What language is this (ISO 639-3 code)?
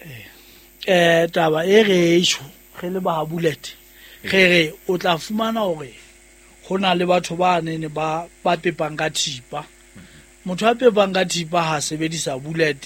sot